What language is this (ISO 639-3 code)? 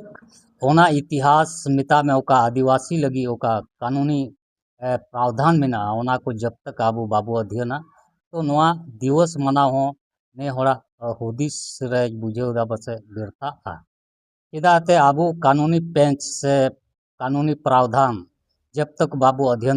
sat